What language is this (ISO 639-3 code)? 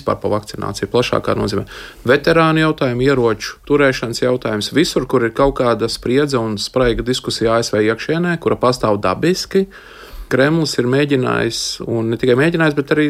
lav